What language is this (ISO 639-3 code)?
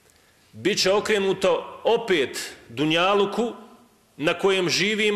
bos